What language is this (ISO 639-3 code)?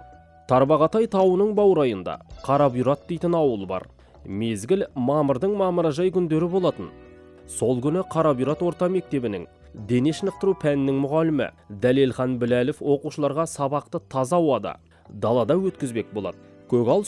kaz